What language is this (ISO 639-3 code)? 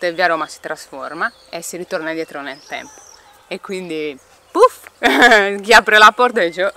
ita